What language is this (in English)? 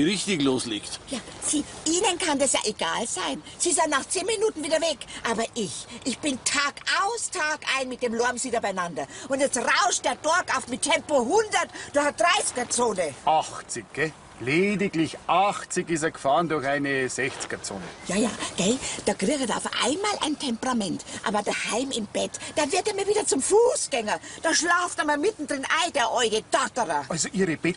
Bavarian